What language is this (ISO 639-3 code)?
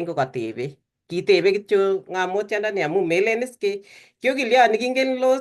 kln